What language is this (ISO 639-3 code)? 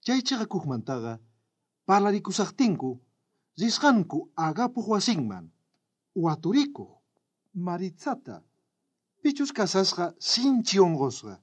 quh